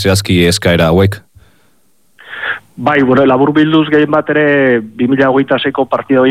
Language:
Basque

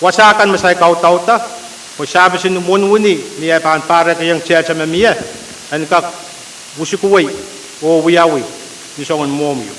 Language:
Pohnpeian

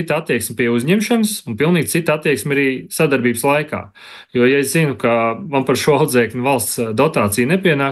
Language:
Latvian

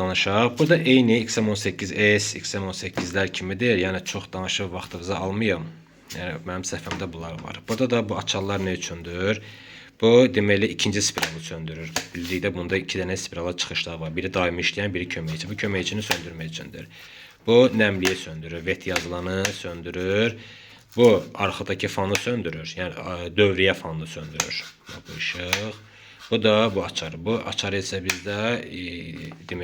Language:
Azerbaijani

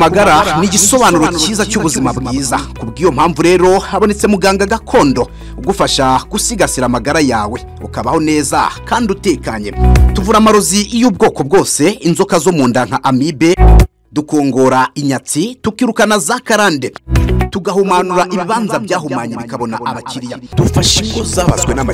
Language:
Kinyarwanda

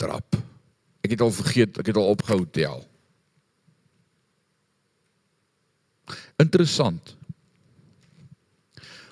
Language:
Afrikaans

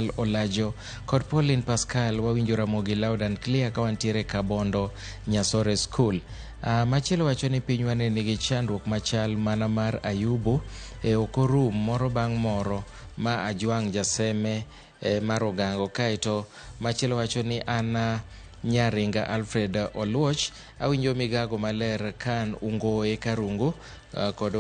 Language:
Luo (Kenya and Tanzania)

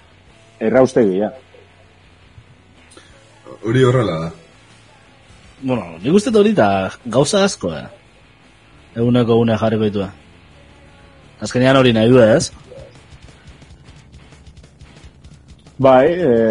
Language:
Basque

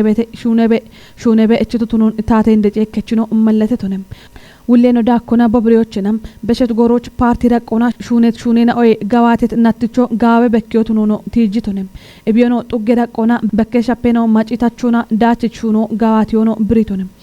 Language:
Kafa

